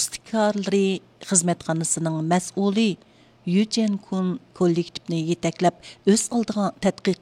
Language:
Uyghur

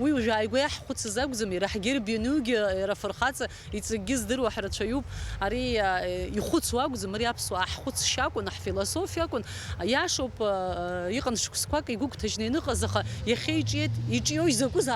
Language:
Abkhazian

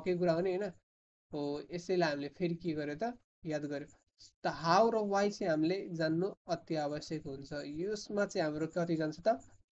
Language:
Nepali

